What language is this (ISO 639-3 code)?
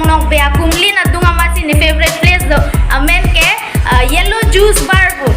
mjw